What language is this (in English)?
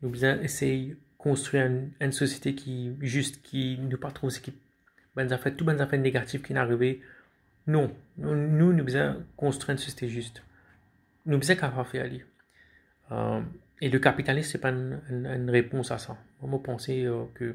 Morisyen